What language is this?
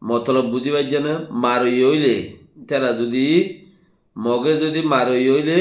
Rohingya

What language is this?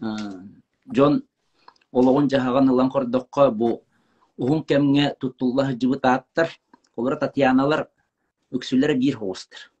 Yakut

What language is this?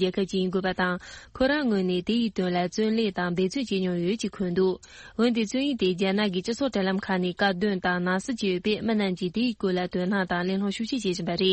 Tibetan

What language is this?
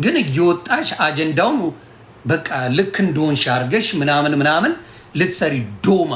Amharic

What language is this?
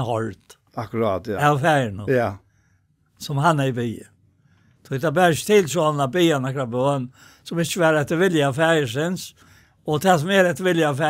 Faroese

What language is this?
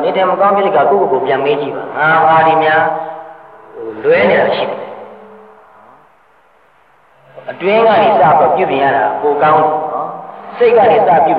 Burmese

